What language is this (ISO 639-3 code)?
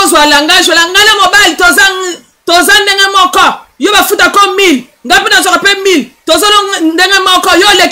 lin